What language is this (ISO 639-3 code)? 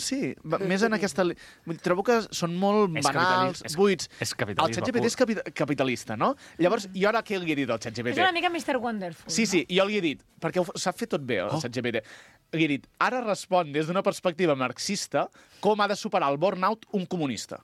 cat